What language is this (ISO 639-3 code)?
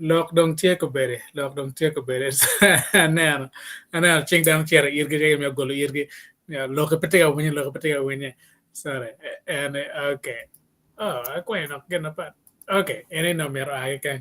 ach